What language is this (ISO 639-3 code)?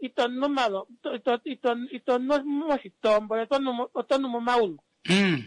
kua